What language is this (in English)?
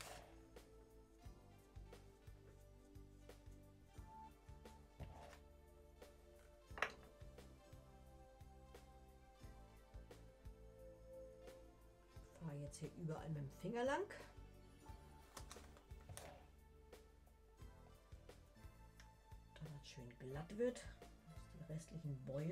German